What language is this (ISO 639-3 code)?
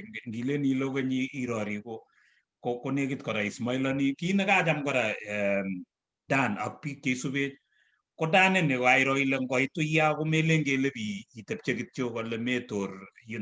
kln